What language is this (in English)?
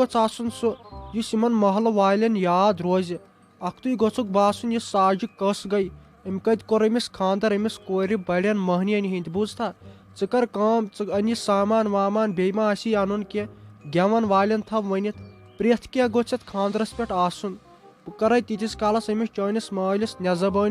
Kashmiri